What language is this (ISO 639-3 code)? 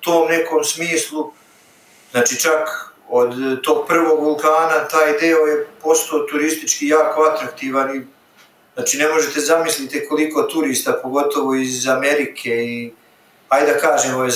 srp